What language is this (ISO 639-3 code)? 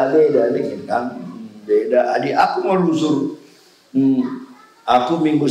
btx